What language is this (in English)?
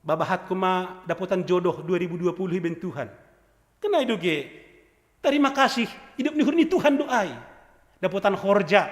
Batak Simalungun